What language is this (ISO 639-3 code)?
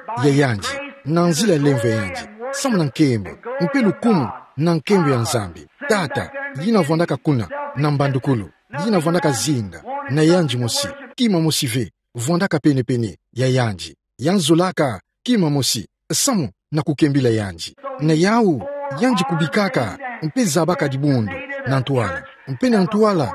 ktu